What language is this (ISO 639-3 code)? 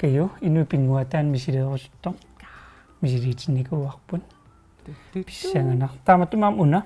kal